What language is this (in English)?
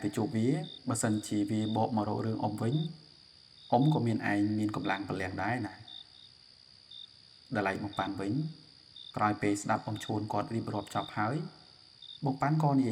Khmer